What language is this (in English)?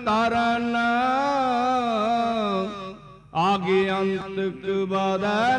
Punjabi